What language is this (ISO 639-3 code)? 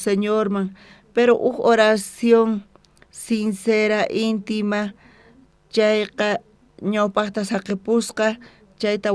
quh